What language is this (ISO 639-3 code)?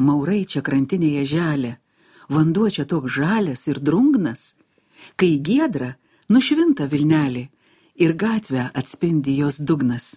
lit